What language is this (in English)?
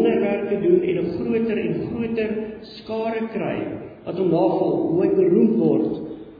Afrikaans